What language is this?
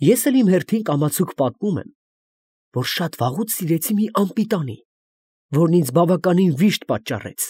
Armenian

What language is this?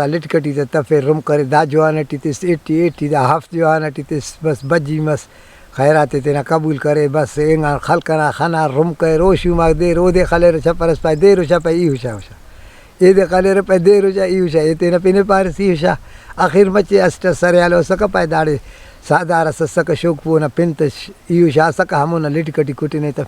Brahui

